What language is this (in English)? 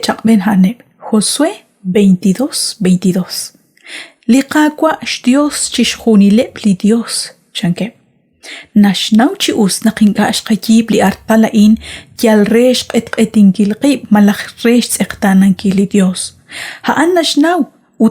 Kekchí